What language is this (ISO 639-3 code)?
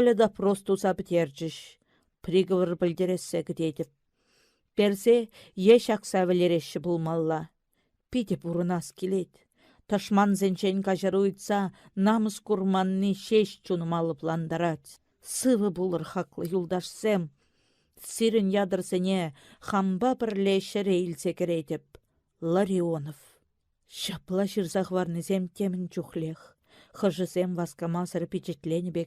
chv